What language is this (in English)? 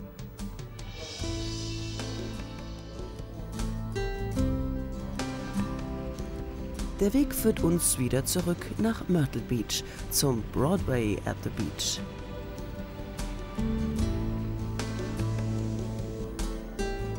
German